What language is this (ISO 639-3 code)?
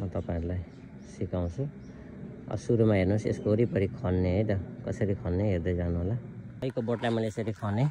nep